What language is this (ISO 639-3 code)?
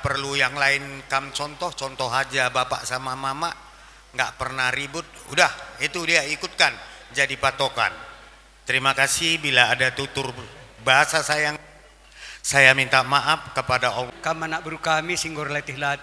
btx